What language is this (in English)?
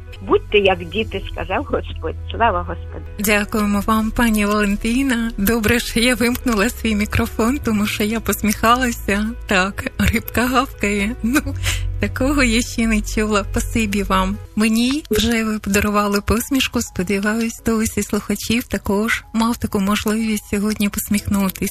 Ukrainian